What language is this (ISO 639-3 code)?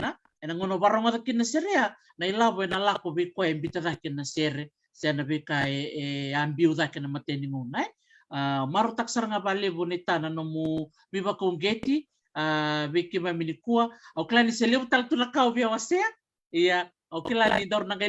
fij